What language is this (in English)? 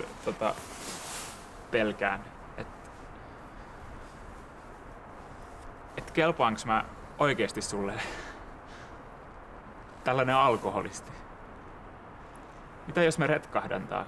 Finnish